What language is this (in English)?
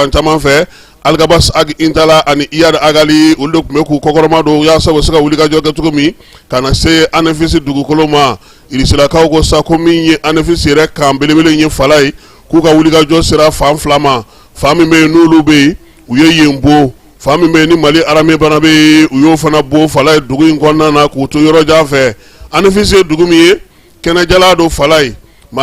Bambara